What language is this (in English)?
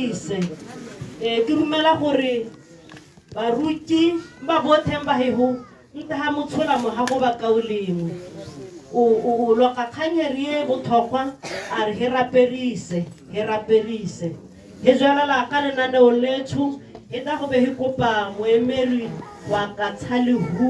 Tswana